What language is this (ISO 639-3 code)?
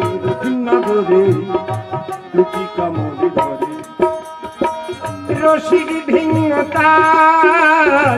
ben